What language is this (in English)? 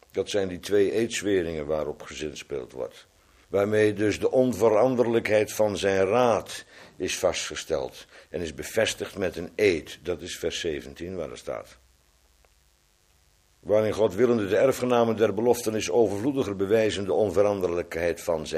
Dutch